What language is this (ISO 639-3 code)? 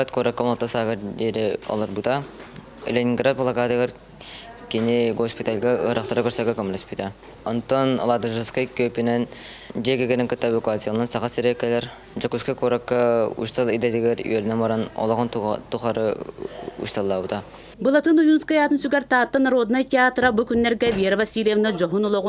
sah